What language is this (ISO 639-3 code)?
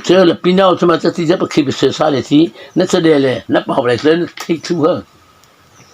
mrh